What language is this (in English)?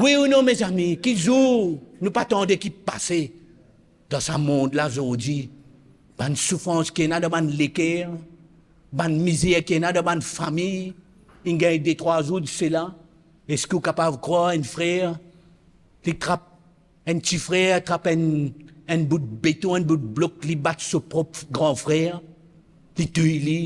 Morisyen